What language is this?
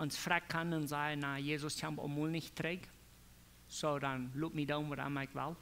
Plautdietsch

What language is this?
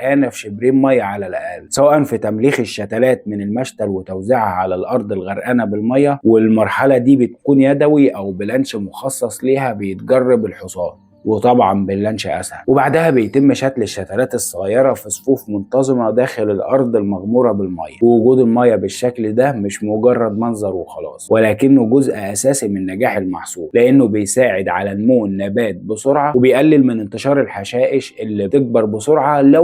Egyptian Arabic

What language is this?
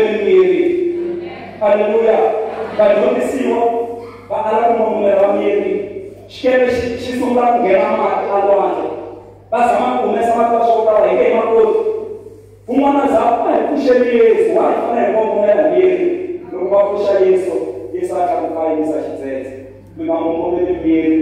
Tsonga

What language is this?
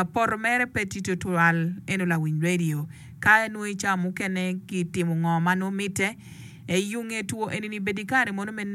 Acoli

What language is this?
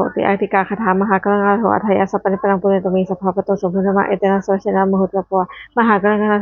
Pali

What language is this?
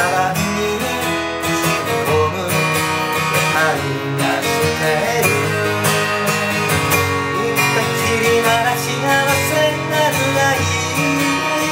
Japanese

